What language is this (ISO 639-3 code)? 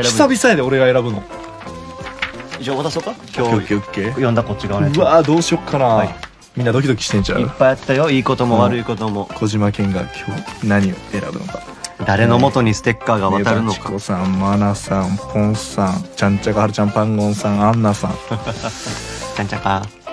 jpn